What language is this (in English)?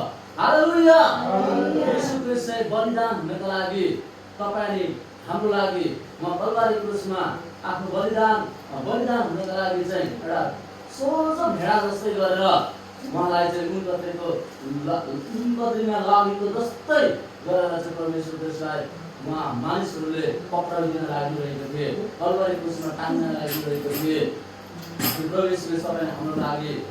Nepali